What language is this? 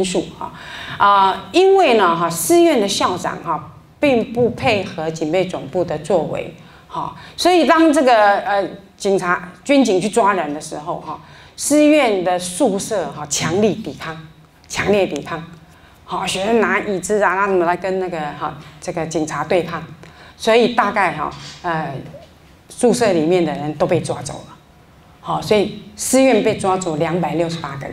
Chinese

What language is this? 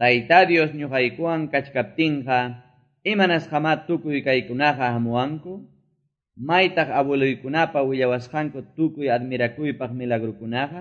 Quechua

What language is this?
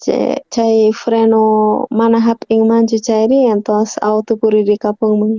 South Bolivian Quechua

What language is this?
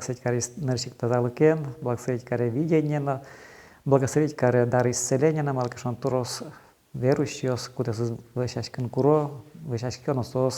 Udmurt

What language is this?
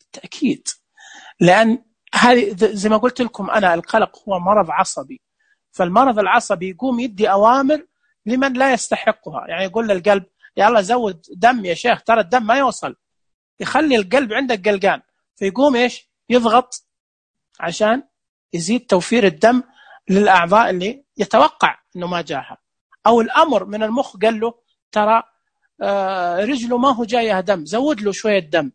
Najdi Arabic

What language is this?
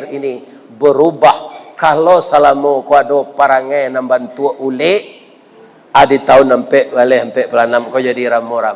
Minangkabau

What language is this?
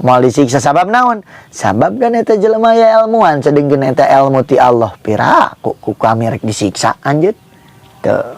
Sundanese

